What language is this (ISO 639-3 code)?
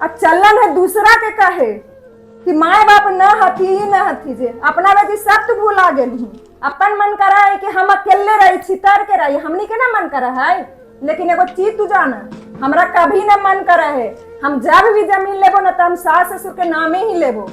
mag